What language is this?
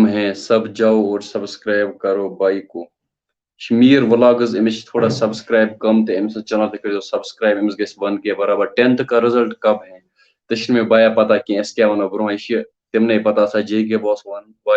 Kashmiri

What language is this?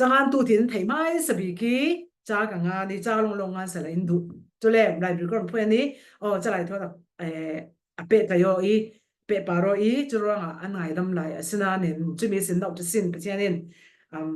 Falam Chin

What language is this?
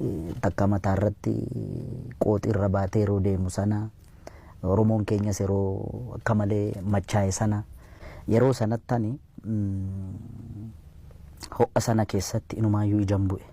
Oromo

